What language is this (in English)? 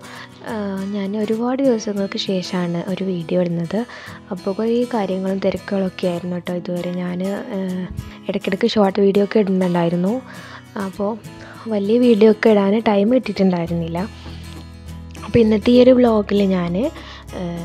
Malayalam